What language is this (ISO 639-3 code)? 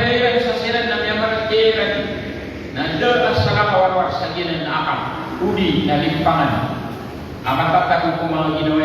mrw